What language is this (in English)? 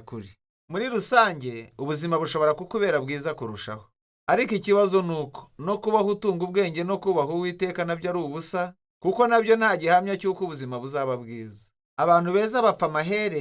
Kinyarwanda